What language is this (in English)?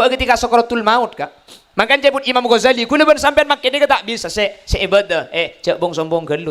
Madurese